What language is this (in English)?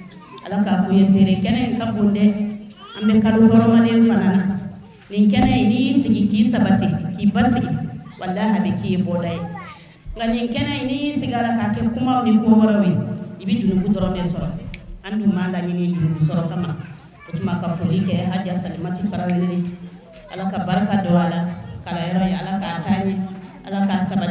Bambara